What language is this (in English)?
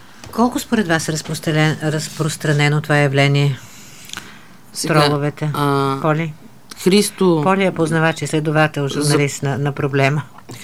Bulgarian